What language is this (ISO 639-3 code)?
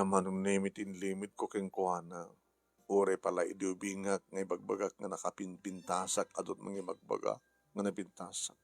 ilo